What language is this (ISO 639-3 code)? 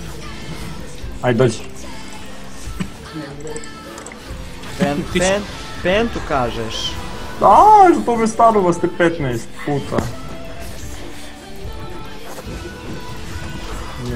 hrv